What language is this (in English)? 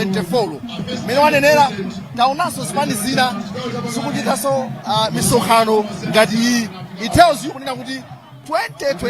Nyanja